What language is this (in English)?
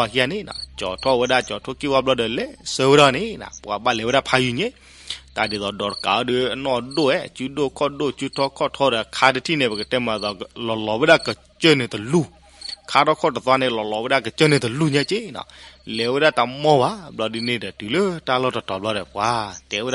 S'gaw Karen